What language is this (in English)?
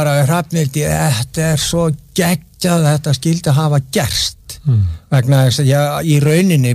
Icelandic